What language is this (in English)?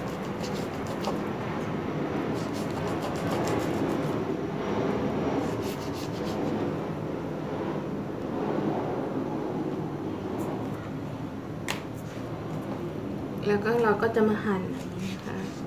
Thai